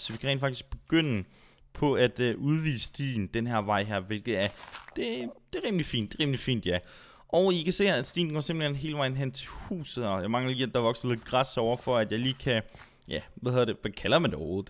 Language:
Danish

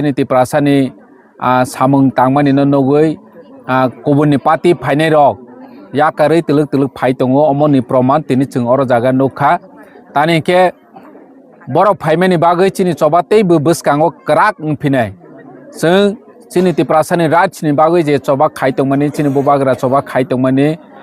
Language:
Kok Borok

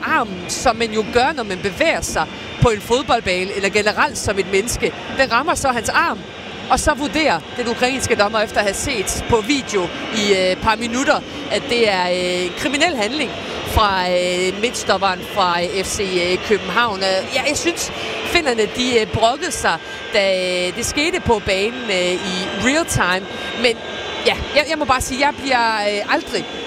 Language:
Danish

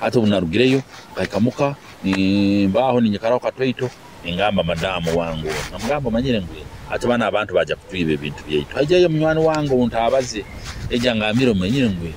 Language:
Nyoro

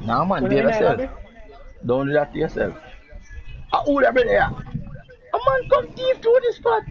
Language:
Jamaican Creole English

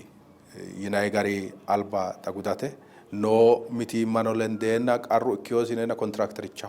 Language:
Sidamo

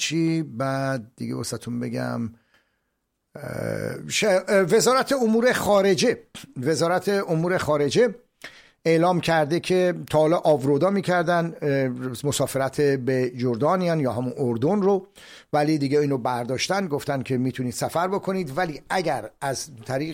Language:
Persian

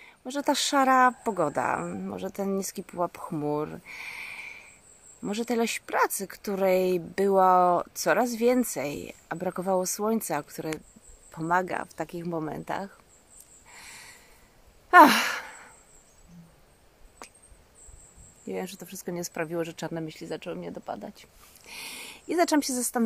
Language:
Polish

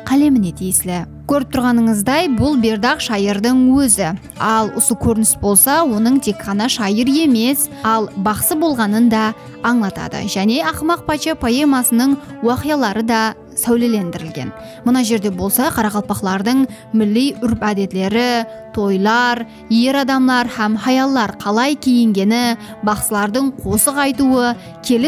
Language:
Kara-Kalpak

